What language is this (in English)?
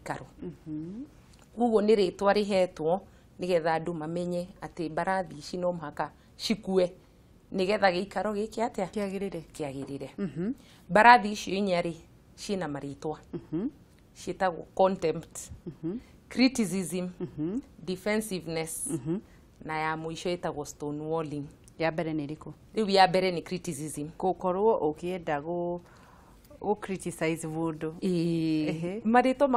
Kikuyu